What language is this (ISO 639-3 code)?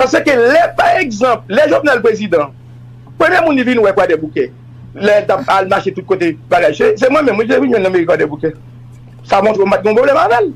hat